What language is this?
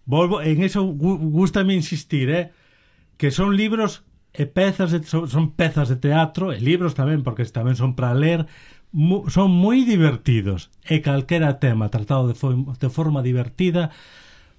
Galician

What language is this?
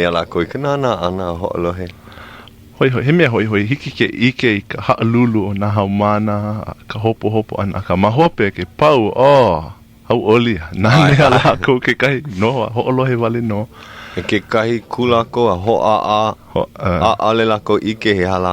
Hawaiian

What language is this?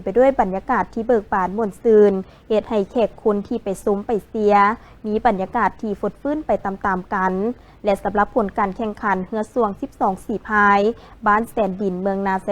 Lao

